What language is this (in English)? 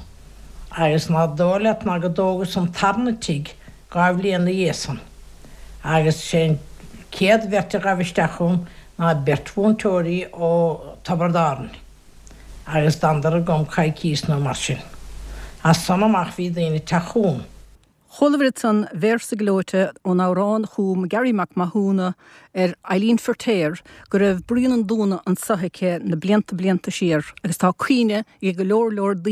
Irish